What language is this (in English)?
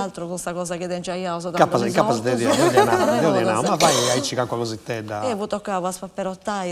Sardinian